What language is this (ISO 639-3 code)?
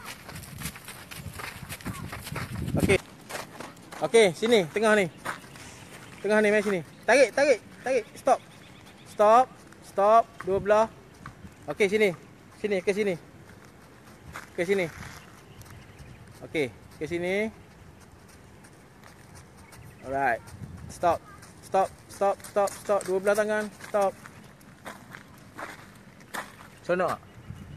msa